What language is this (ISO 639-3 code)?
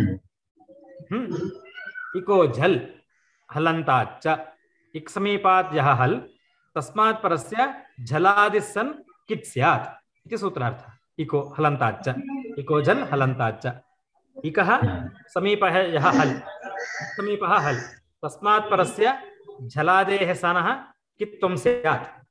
san